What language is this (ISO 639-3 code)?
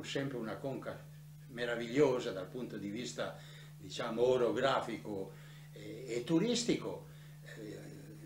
ita